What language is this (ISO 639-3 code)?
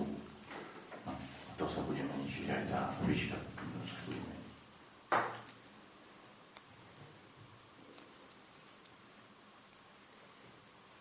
slk